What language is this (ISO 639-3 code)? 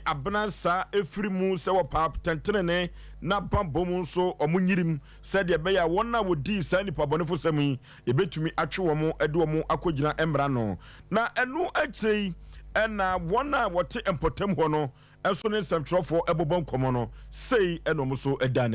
aka